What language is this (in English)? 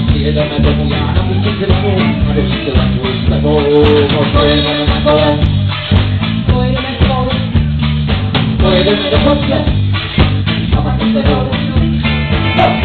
Czech